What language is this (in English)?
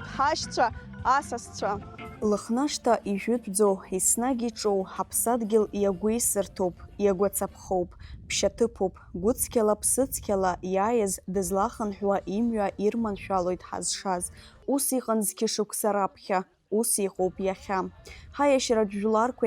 Abkhazian